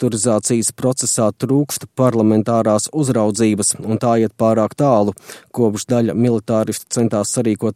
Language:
Latvian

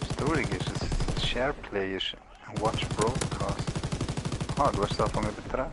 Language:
Swiss German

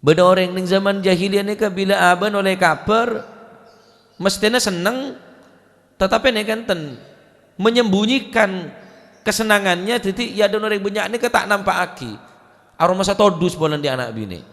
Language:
Madurese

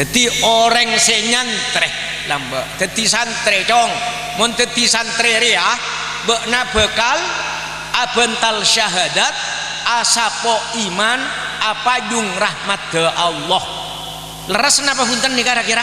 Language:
Madurese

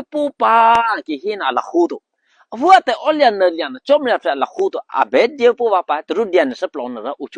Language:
Eastern Kayah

